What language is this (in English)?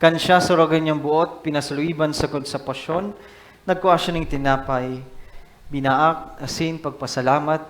Bikol